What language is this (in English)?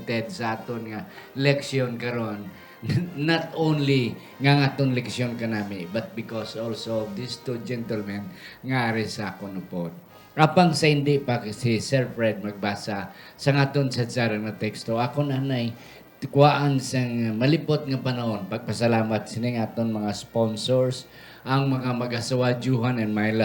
Hiligaynon